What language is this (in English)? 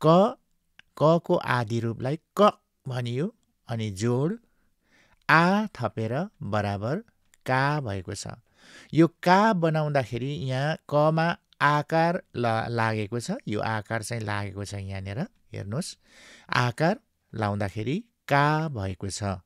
Nepali